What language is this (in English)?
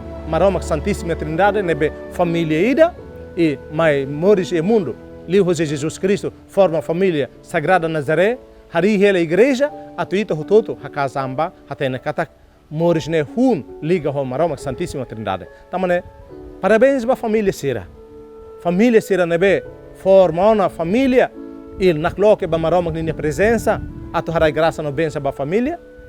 Tetum